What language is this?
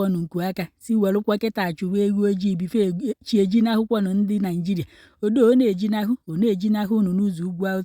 Igbo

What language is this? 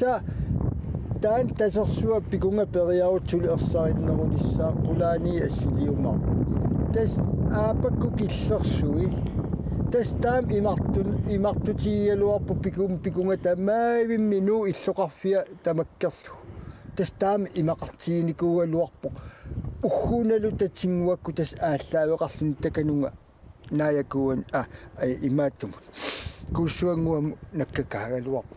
Kalaallisut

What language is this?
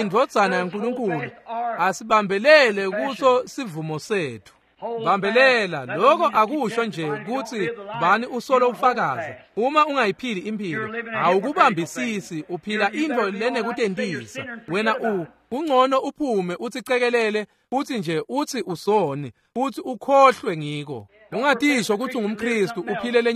Swati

